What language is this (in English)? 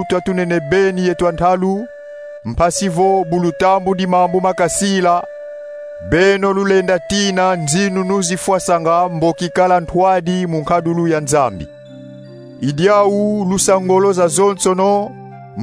Kongo